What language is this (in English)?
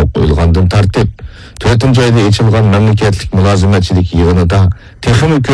Uyghur